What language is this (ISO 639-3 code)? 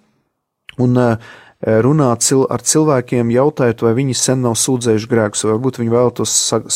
lav